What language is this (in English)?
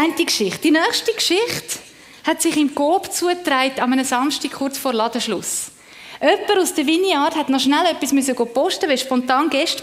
Swiss German